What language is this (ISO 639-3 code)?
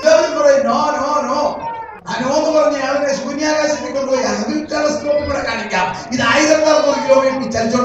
mal